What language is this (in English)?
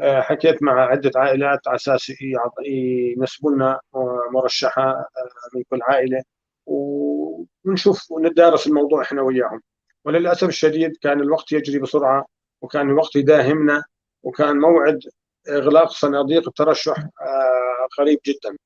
North Levantine Arabic